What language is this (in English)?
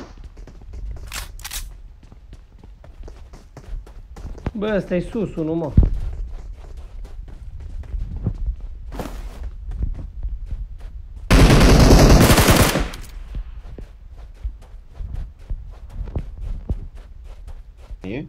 Romanian